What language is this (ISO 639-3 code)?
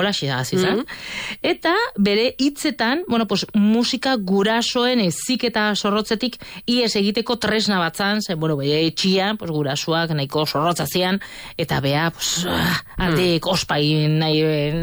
eus